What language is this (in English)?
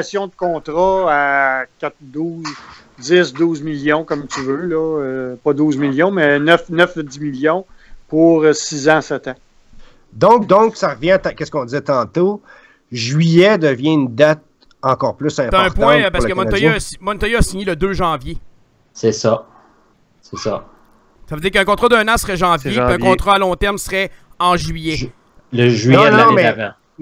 French